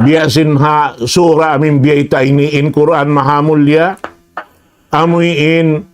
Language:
Tausug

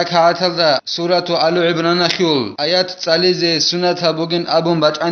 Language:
Avaric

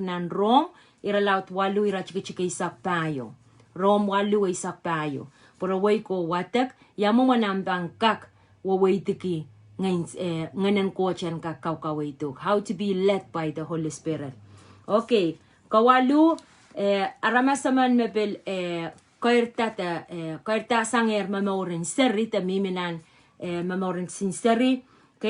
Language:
Pohnpeian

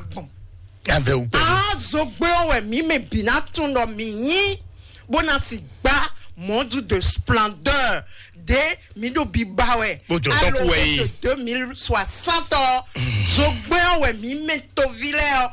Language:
Fon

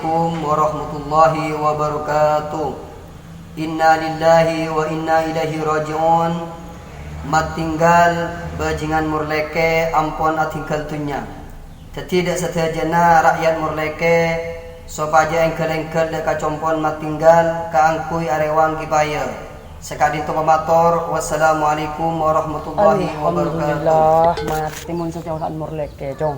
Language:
Madurese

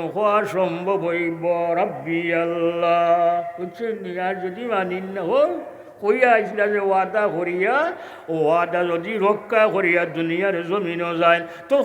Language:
Sylheti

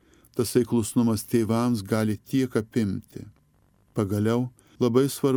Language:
Lithuanian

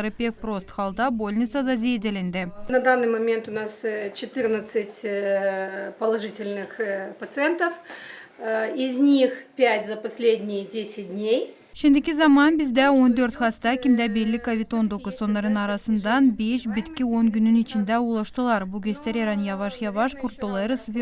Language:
Gagauz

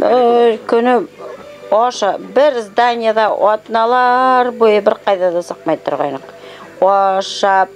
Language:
Bashkir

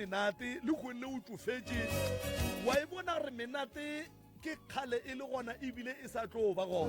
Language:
Northern Sotho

